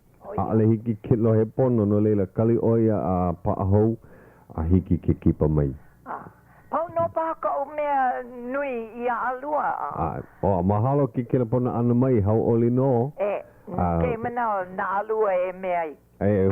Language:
Hawaiian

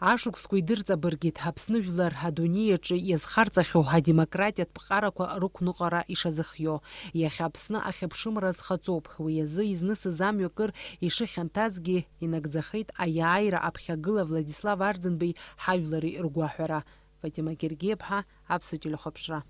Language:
Abkhazian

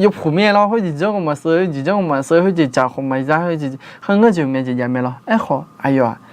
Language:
Akha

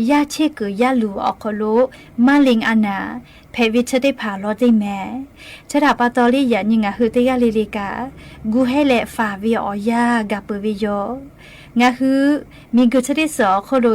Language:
Lahu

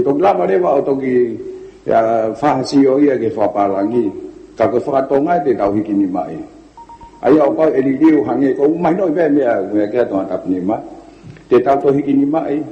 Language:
Tongan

